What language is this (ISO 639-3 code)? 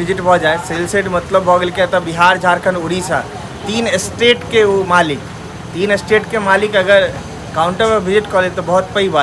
mai